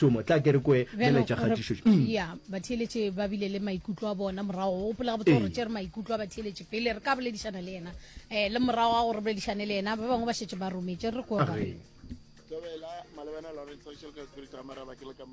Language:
Northern Sotho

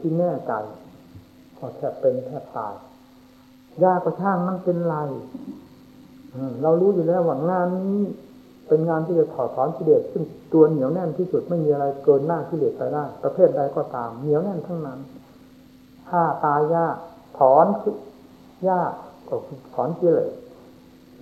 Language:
Thai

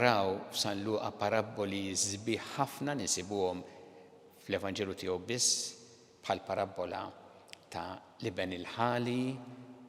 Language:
Maltese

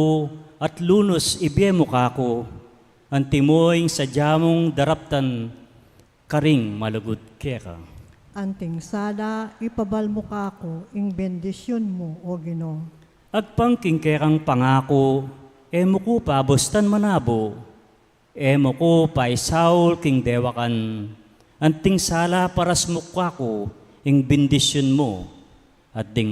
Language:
Pampanga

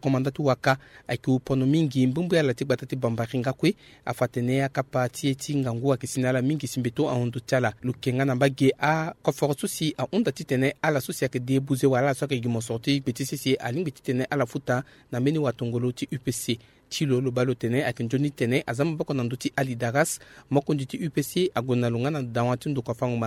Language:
Sango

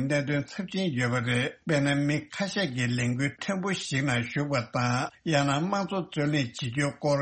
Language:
Tibetan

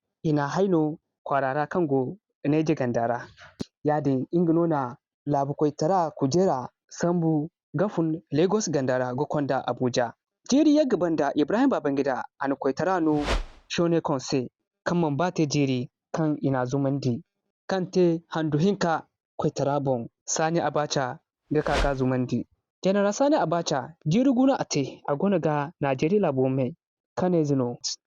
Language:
Zarma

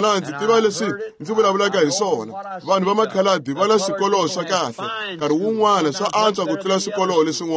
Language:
Tsonga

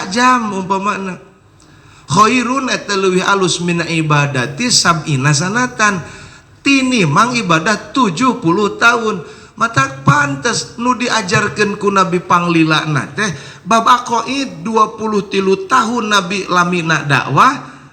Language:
Sundanese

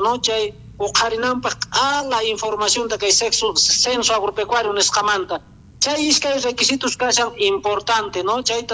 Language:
South Bolivian Quechua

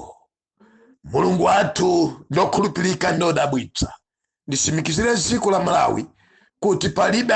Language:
Nyanja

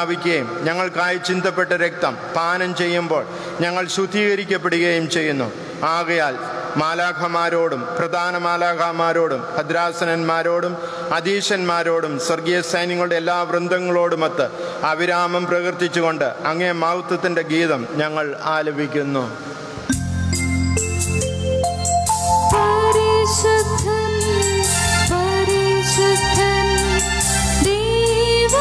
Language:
Malayalam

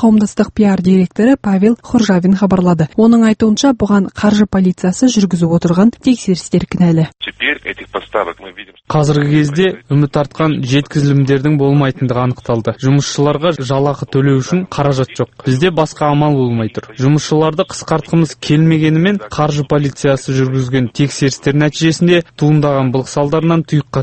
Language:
Kazakh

